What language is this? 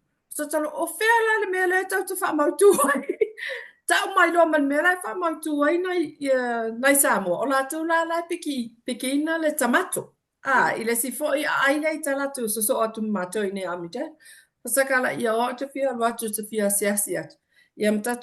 Samoan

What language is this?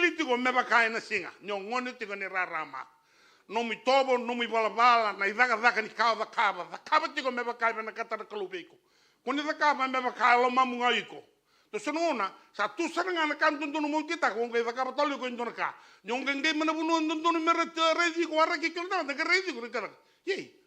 Fijian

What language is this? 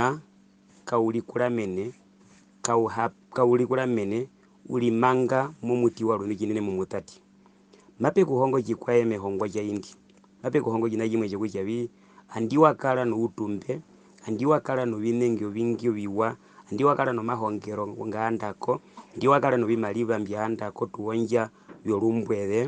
Herero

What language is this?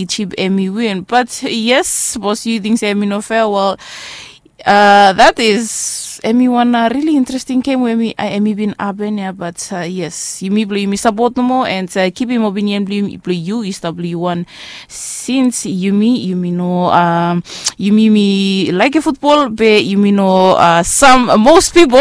Bislama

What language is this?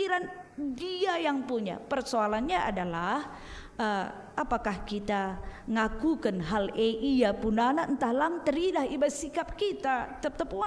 Batak Karo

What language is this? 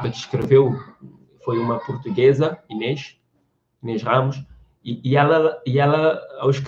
Kabuverdianu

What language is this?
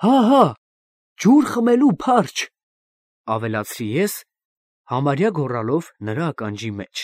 Armenian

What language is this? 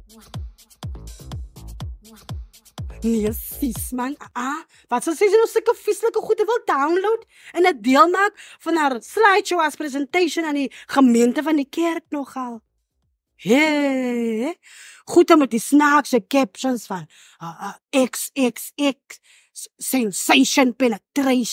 Afrikaans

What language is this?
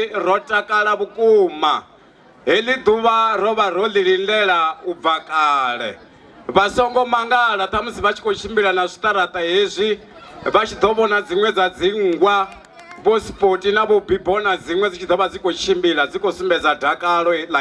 Venda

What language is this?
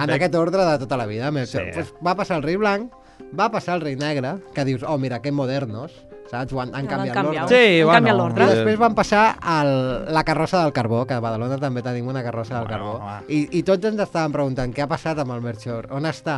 Catalan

